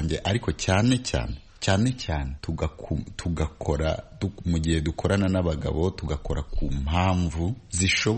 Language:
Kinyarwanda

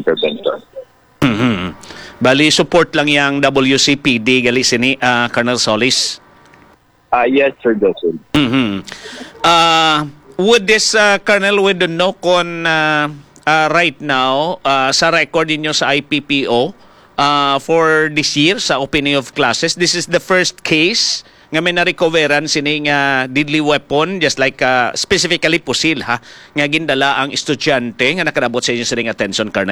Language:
Hiligaynon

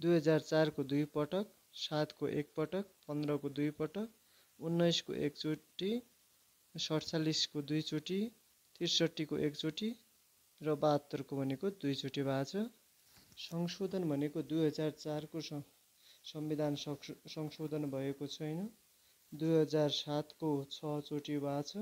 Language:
Nepali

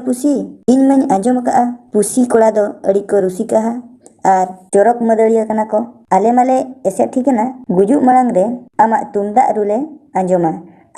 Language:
Santali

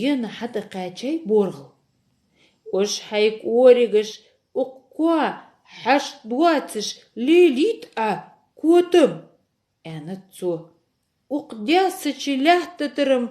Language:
Ingush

